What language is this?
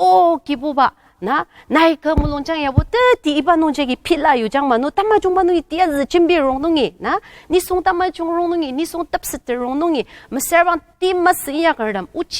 Ao Naga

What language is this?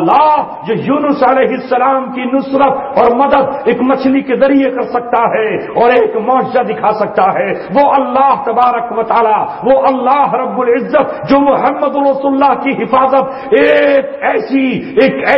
Urdu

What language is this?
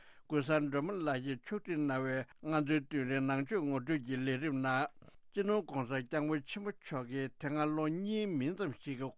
Tibetan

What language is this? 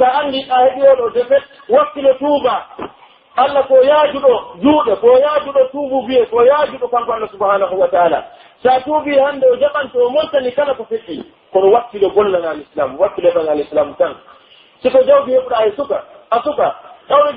Pular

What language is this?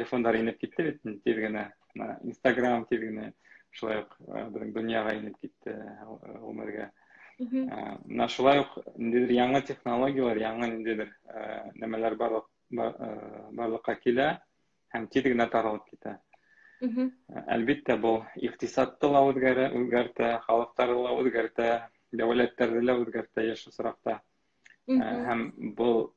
Bashkir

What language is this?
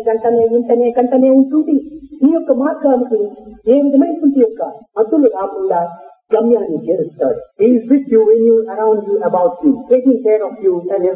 Telugu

